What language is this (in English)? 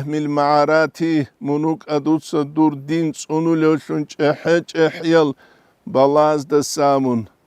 Avaric